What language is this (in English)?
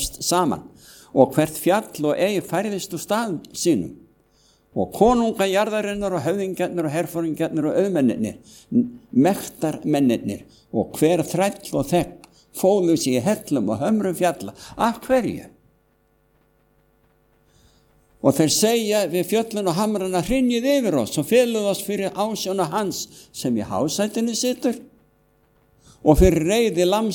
Icelandic